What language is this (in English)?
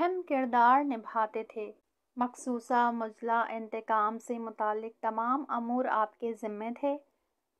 Urdu